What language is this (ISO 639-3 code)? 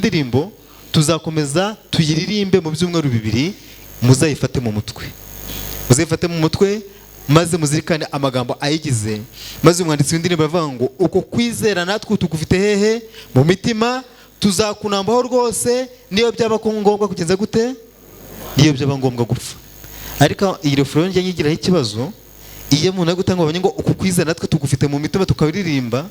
kin